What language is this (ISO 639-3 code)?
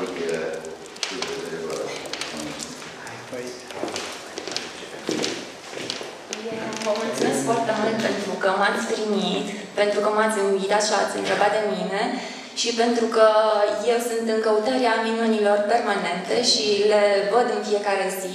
ron